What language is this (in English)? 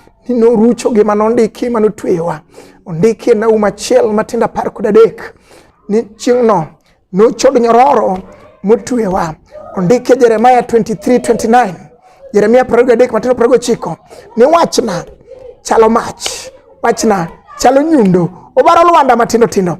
Luo (Kenya and Tanzania)